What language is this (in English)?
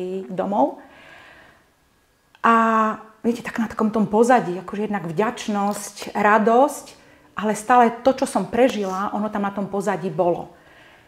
Slovak